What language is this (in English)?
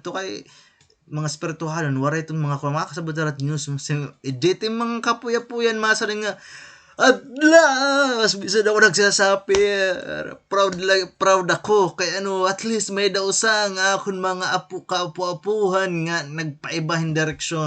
Waray